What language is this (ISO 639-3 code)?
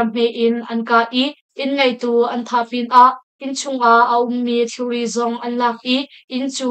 cnh